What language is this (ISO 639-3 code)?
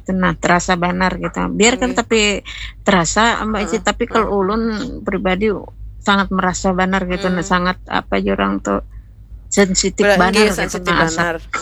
bjn